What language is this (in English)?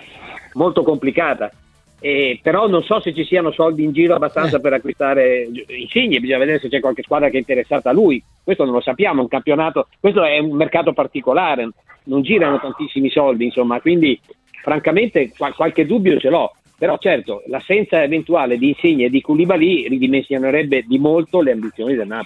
Italian